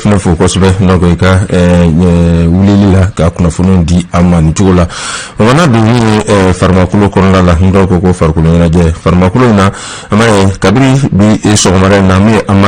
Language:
Bambara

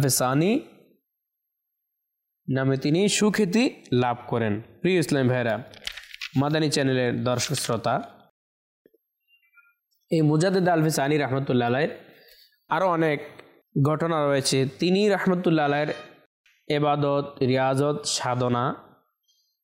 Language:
Bangla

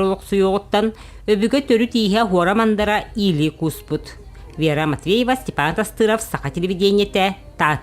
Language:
Yakut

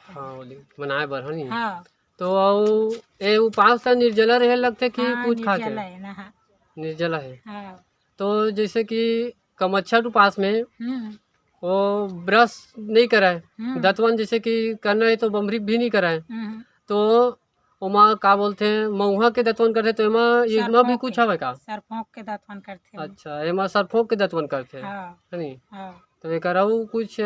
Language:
Chhattisgarhi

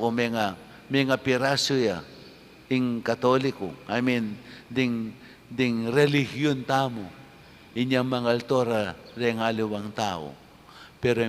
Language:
Pampanga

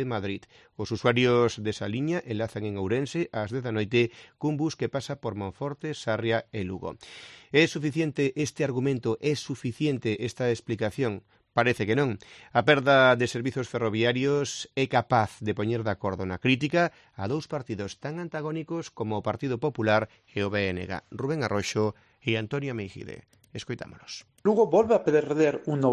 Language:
Galician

